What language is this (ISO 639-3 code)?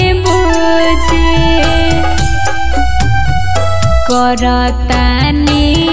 bho